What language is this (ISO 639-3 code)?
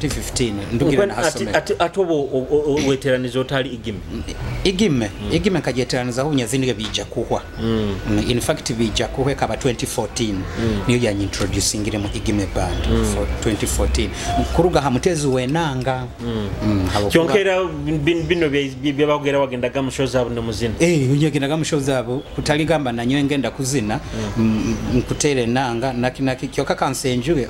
nyo